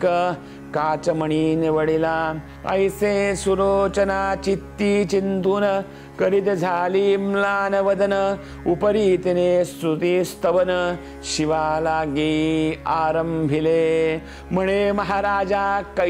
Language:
Marathi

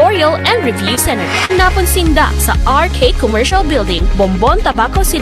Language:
Bikol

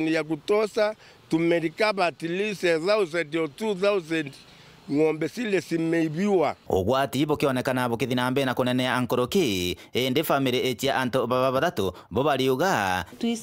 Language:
Meru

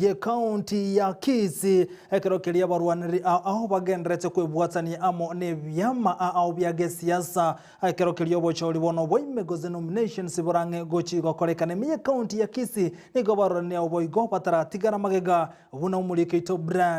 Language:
Gusii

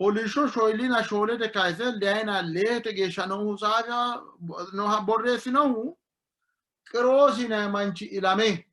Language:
Sidamo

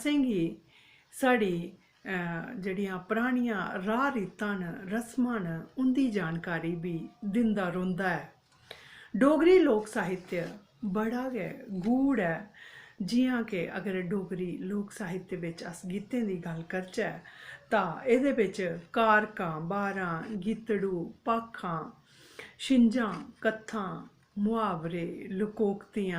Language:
Dogri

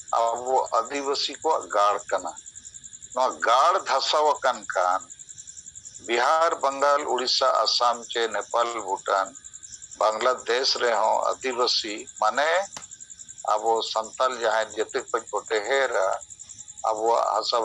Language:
Santali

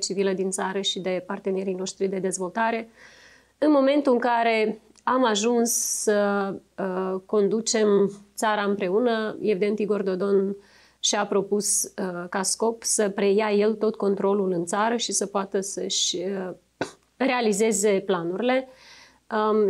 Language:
Romanian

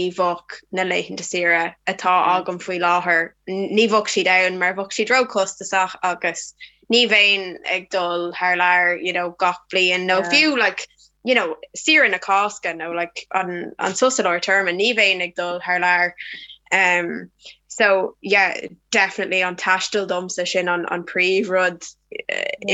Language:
Irish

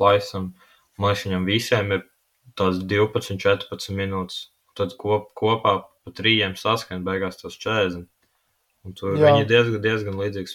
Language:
Latvian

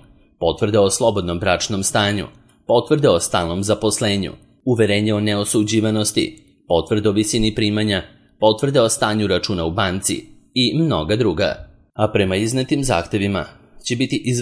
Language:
Serbian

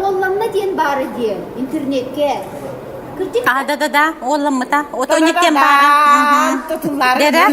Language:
Yakut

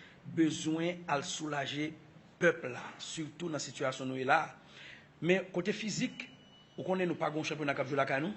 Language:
Haitian Creole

